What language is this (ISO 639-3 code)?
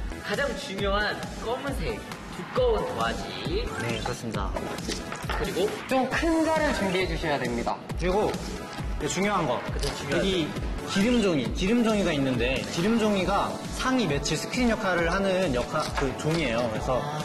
kor